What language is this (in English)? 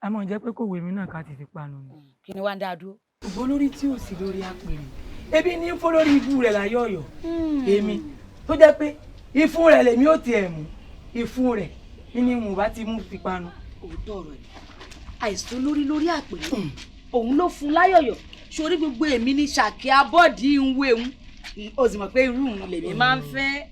Yoruba